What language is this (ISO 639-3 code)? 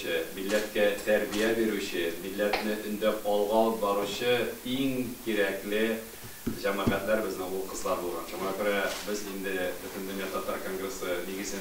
tat